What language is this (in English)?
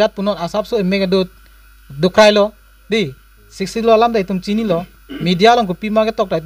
Karbi